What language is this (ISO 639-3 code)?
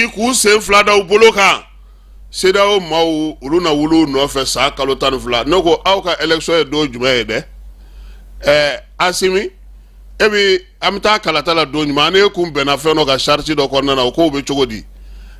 bam